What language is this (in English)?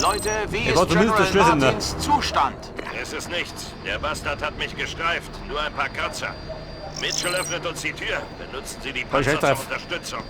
Bavarian